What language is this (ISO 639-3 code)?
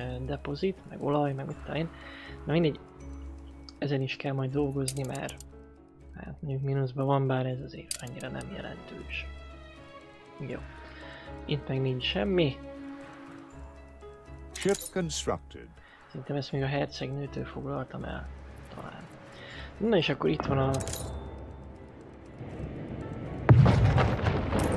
hun